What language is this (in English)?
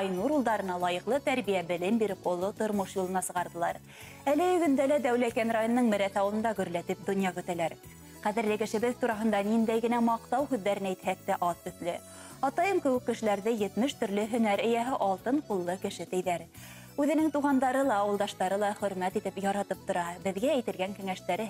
Bashkir